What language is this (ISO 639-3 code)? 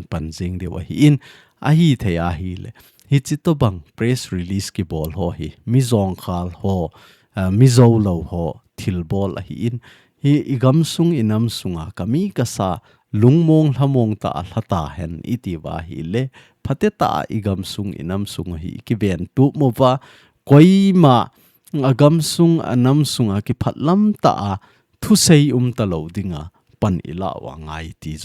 tcz